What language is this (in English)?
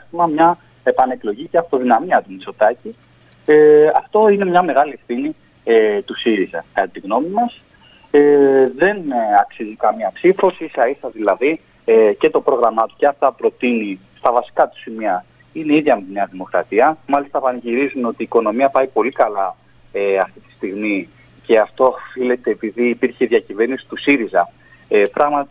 Greek